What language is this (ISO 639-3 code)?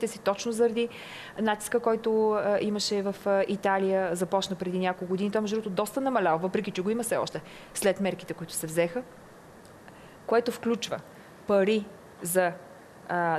bul